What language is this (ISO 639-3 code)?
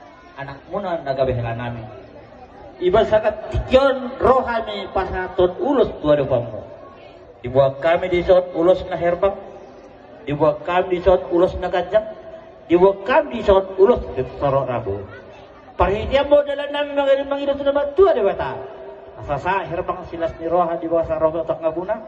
bbc